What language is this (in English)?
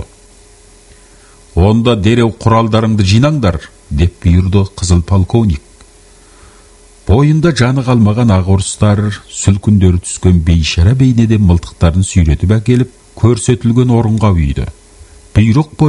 Kazakh